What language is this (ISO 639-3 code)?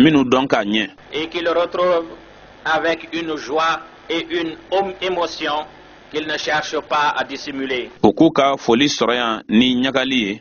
bam